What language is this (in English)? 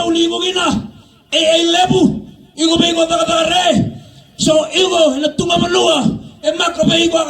Fijian